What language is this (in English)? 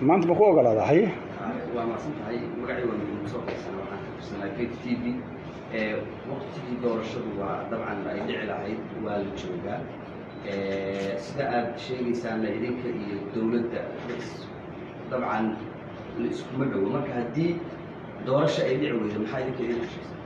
Somali